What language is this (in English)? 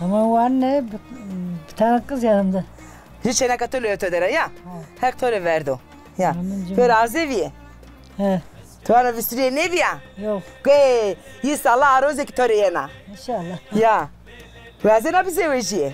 Zaza